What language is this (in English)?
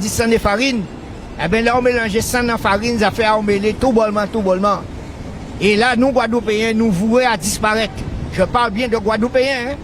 Guadeloupean Creole French